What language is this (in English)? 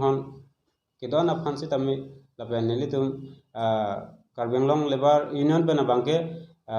Karbi